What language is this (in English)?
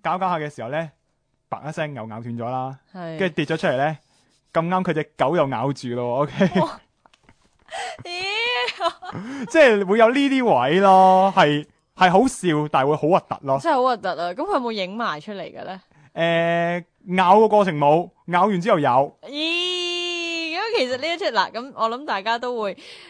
Cantonese